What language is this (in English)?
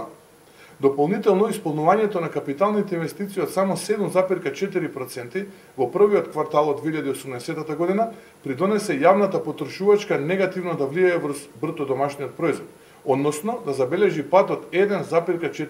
Macedonian